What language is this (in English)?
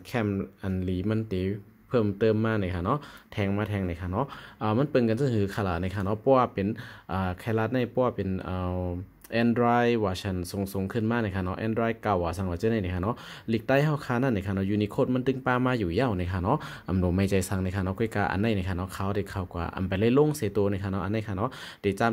Shan